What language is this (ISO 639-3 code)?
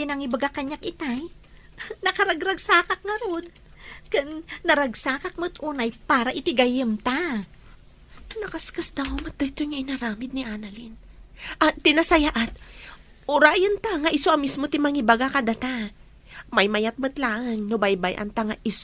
ilo